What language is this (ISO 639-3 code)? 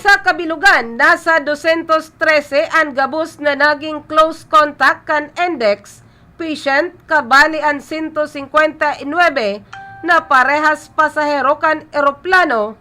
bik